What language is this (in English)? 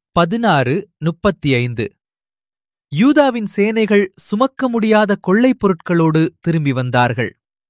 Tamil